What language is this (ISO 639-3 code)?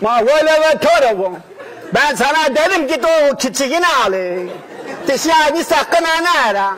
zza